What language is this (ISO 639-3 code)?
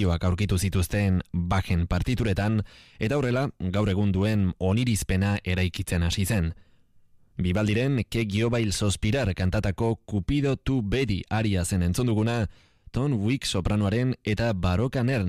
eus